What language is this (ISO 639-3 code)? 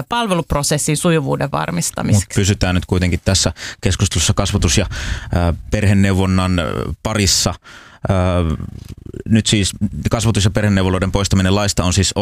fin